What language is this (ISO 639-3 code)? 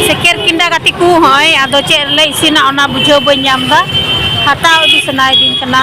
sat